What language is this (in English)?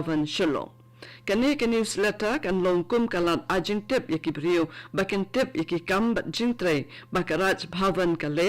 Khasi